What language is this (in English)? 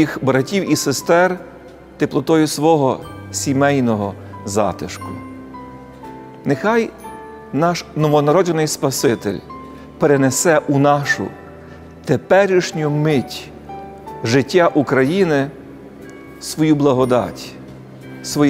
Ukrainian